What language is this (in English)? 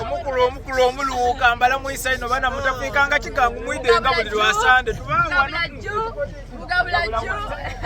Soga